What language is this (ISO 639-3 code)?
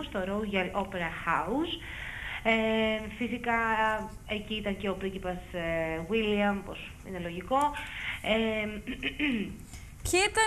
ell